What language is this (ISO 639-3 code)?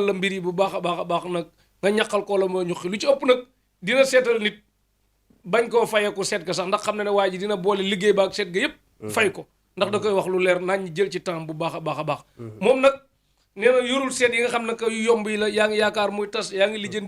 wol